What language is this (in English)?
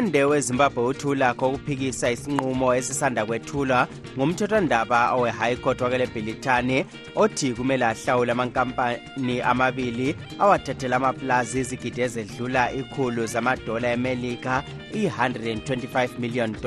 North Ndebele